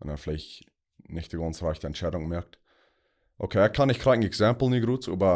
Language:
Plautdietsch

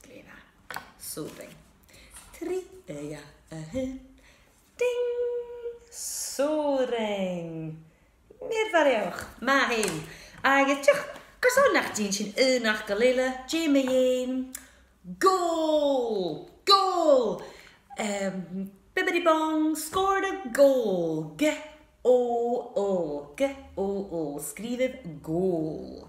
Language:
Scottish Gaelic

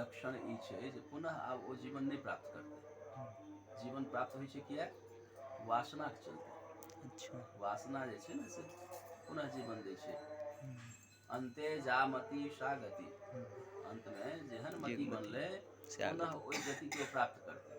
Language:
Maithili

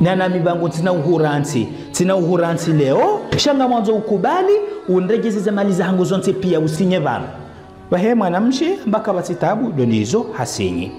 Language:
Ngazidja Comorian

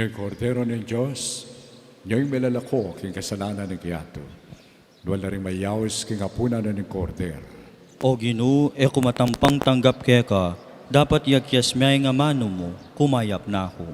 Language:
Pampanga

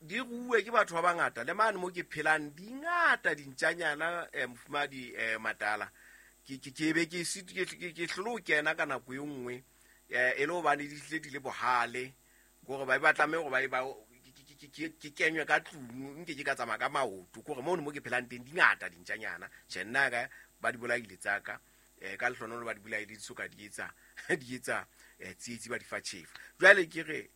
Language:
Southern Sotho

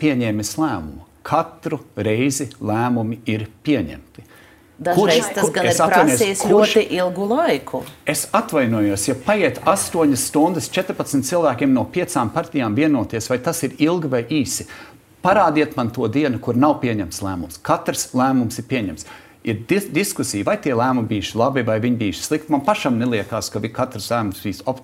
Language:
Latvian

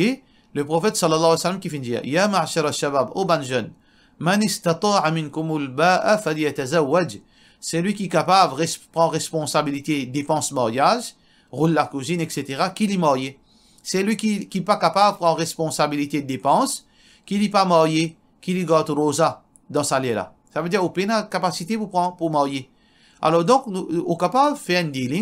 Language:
Morisyen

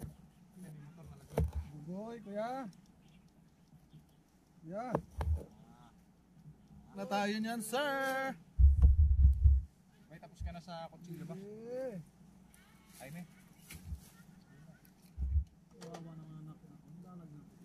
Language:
Filipino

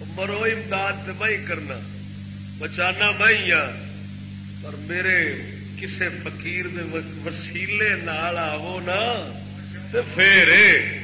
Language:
Saraiki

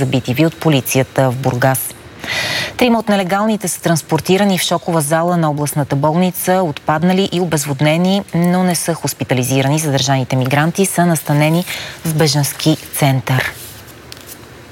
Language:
Bulgarian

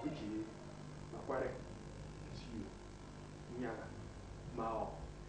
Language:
Basaa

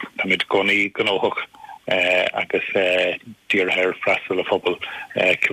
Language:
Irish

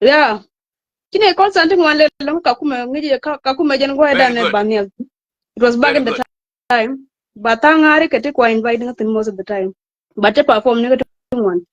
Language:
Nuer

